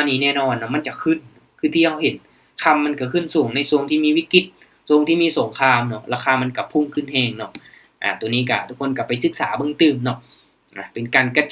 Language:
Lao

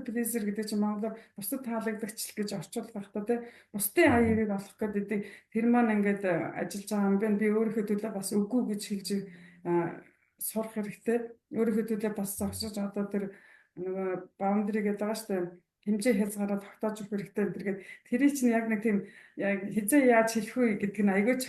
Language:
Mongolian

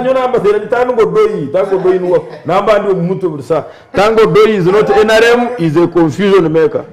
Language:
Nyankole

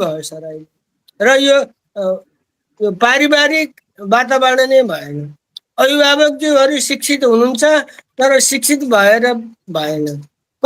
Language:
Nepali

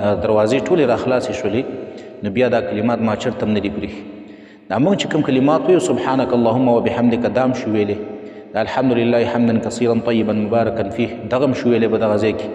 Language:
Pashto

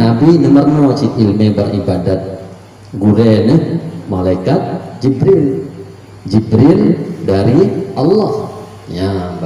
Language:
Achinese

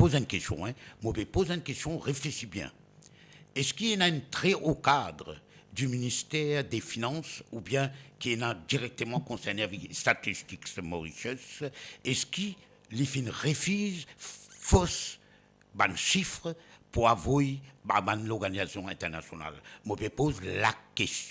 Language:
Morisyen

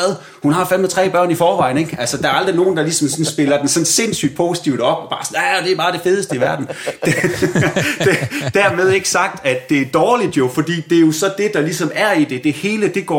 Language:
Danish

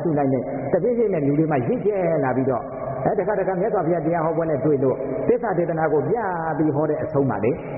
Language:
Burmese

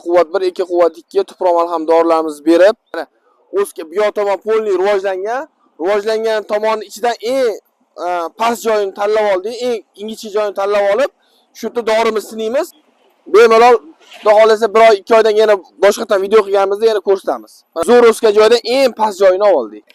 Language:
Uzbek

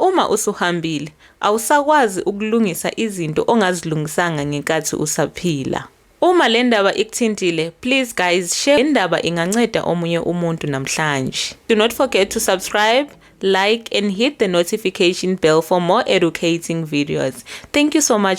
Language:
Zulu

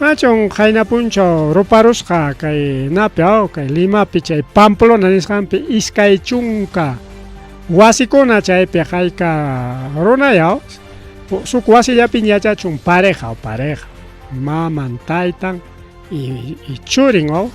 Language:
Ayacucho Quechua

